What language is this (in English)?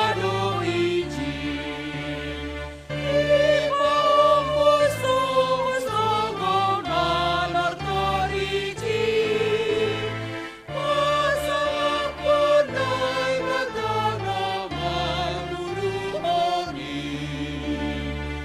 Batak Simalungun